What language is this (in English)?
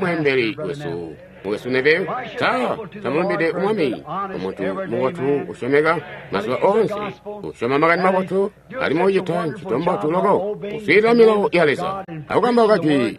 Tonga (Zambia)